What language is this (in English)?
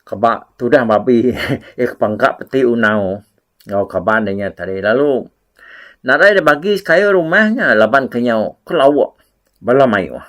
Iban